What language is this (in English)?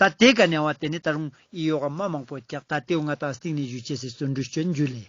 Ladakhi